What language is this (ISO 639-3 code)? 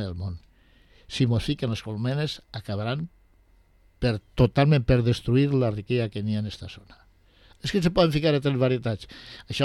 cat